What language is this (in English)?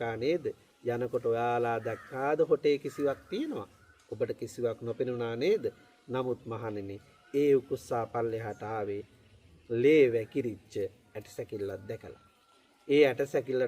Sinhala